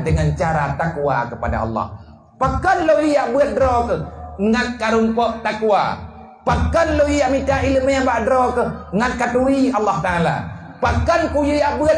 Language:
Achinese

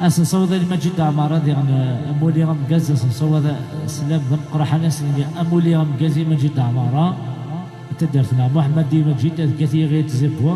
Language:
Kabyle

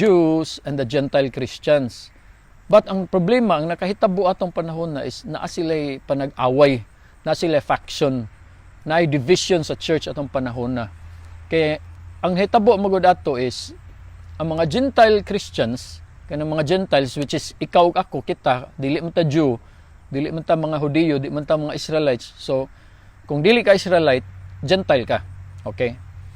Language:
Cebuano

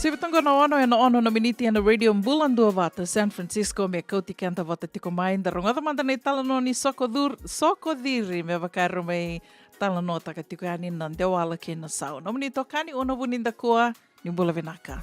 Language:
Fijian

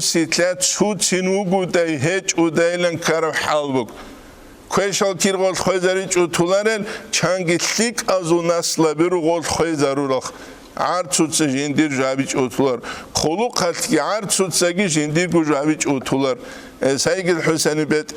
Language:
Avaric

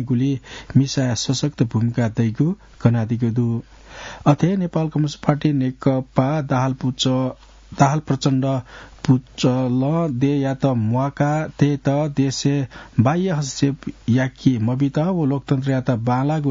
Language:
Newari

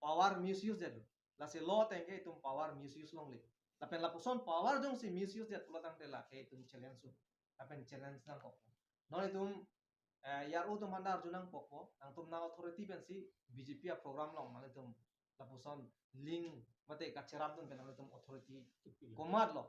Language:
Karbi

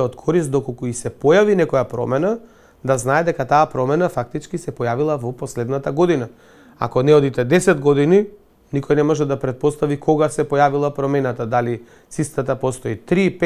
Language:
Macedonian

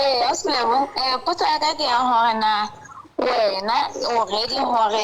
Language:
Southern Sotho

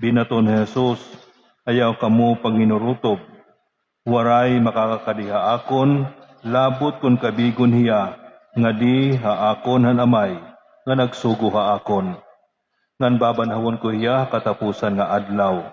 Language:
Waray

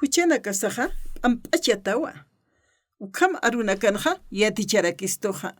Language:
Aymara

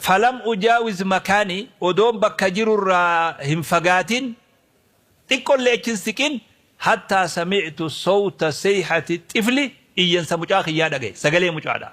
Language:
Oromo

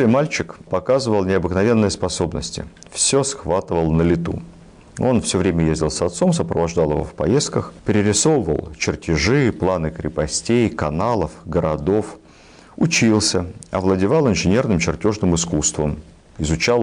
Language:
Russian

